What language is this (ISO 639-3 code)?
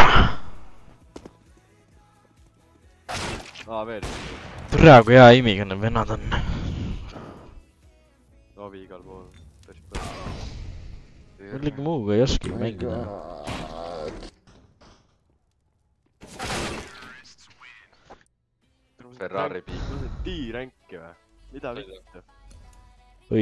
est